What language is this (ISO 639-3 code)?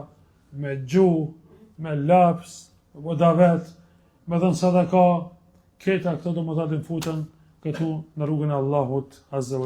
sqi